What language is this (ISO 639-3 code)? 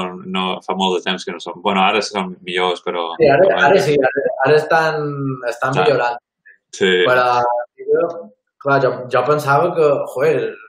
cat